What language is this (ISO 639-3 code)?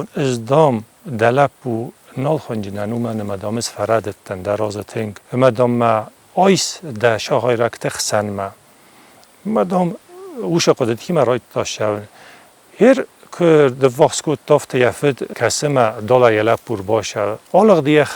oss